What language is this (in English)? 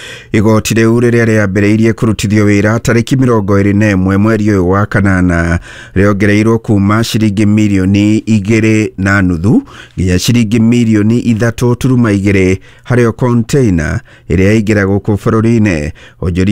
Kikuyu